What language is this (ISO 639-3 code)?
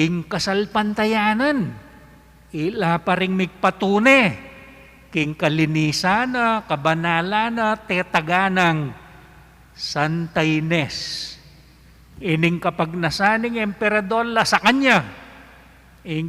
pam